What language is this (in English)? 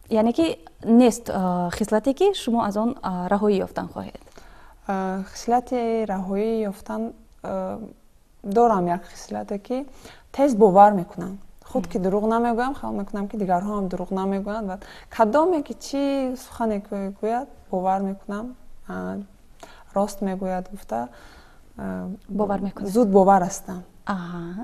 Tajik